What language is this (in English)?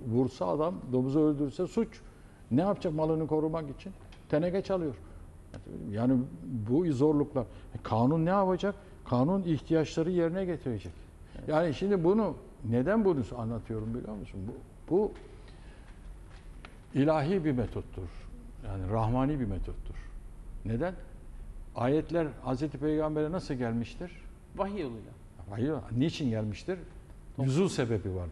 Turkish